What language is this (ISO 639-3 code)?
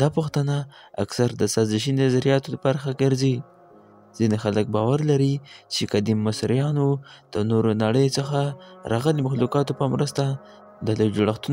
pus